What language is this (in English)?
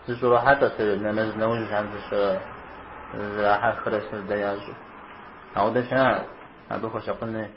Kabardian